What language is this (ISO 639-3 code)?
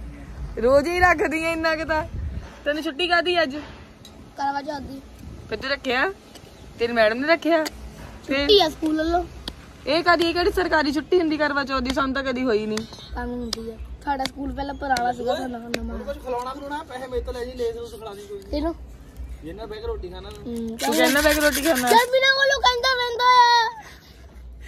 pan